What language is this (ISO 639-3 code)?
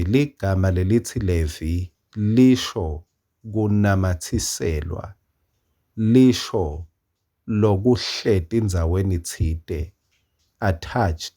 ssw